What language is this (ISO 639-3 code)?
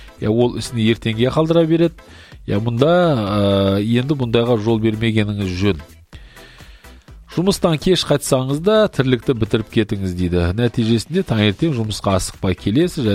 kaz